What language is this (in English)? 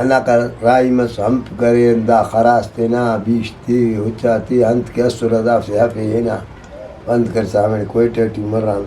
Brahui